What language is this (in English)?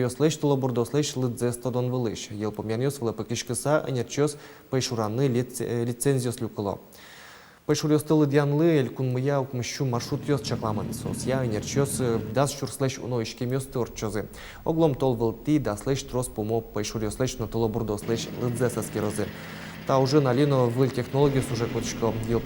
Udmurt